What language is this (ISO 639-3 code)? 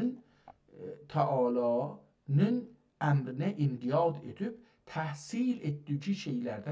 azb